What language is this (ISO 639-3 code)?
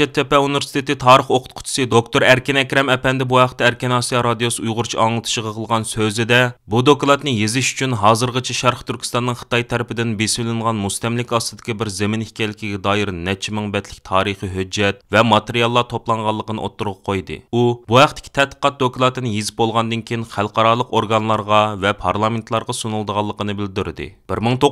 uig